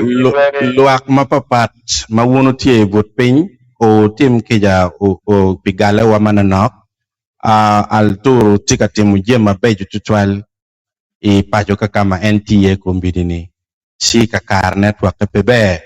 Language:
Acoli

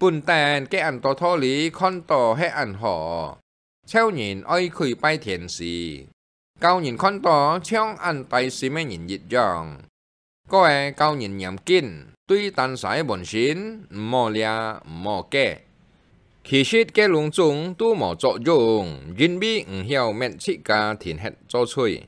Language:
Hakka Chinese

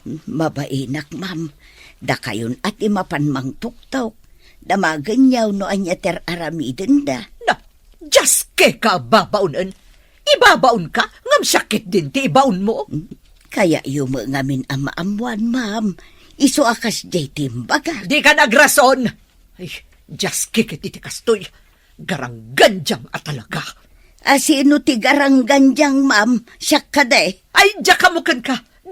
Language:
Iloko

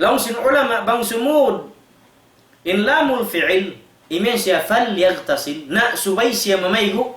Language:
Tausug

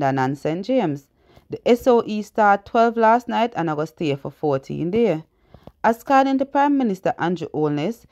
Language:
Jamaican Creole English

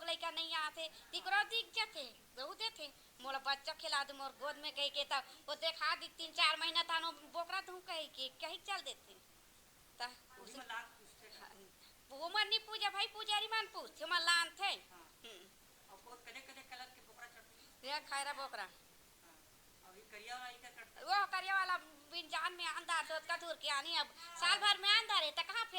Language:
Chhattisgarhi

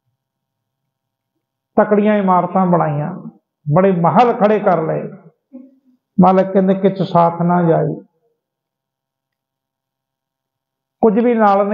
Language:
Punjabi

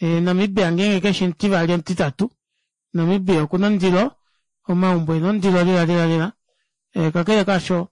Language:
Kuanyama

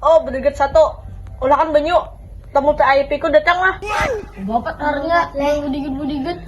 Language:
Banjar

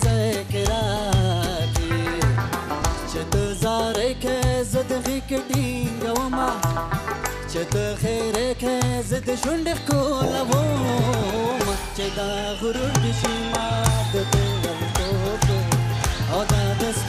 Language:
Persian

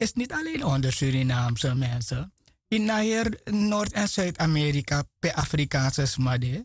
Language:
Sranan Tongo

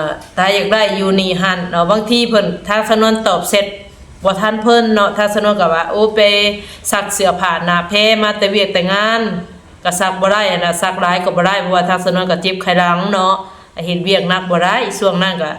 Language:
Lao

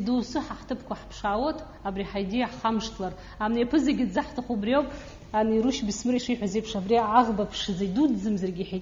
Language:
Abkhazian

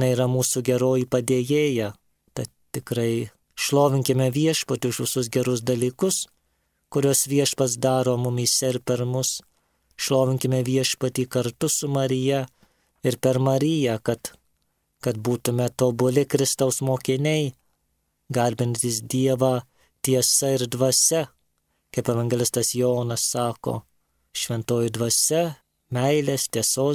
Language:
Lithuanian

